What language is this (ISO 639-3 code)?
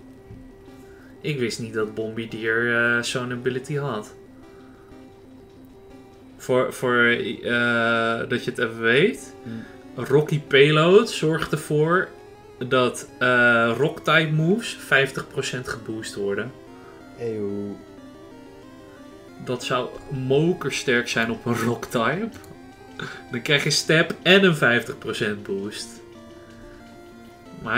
nld